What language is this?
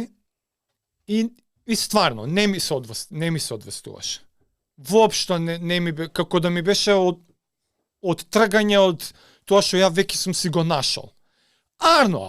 Macedonian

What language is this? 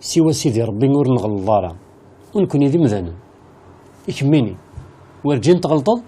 Kabyle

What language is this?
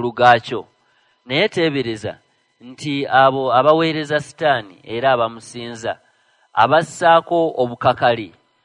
Ganda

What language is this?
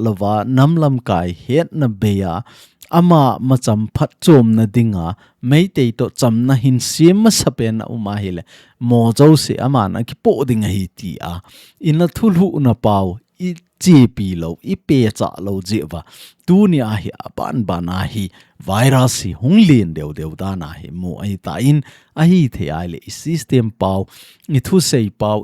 Thado Chin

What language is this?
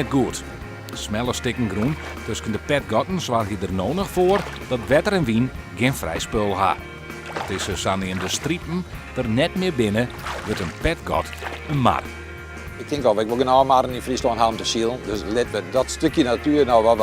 Western Frisian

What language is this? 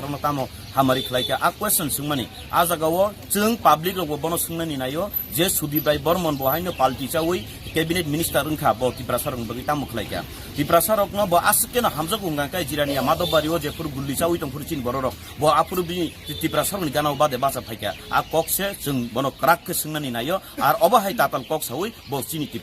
Kok Borok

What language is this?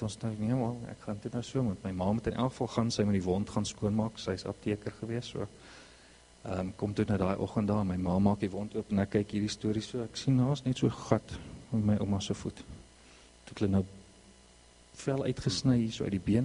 Afrikaans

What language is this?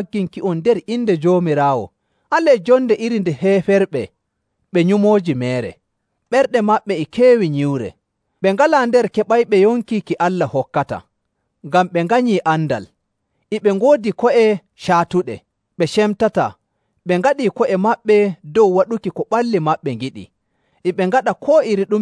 Nigerian Fulfulde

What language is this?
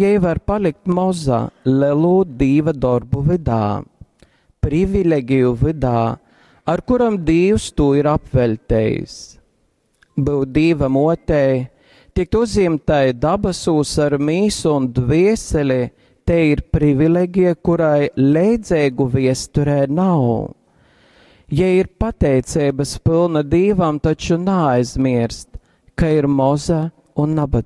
Latgalian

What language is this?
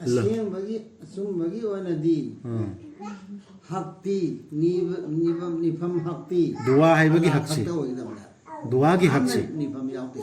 Manipuri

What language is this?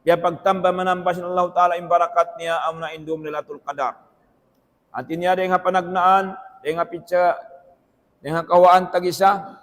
Tausug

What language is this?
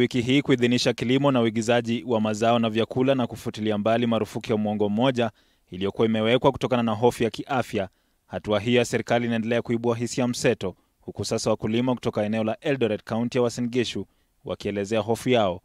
Swahili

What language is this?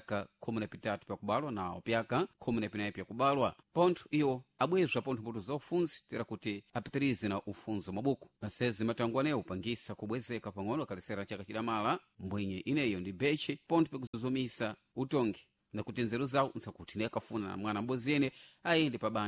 Sena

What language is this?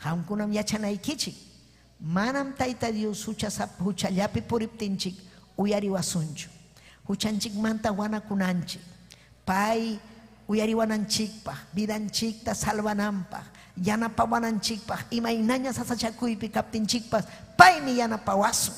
Ayacucho Quechua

